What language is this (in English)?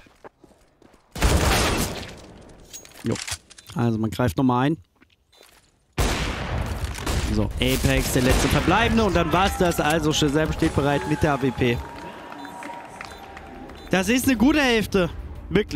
German